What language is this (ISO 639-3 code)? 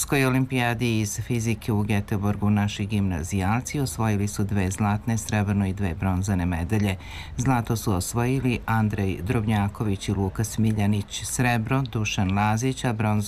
srp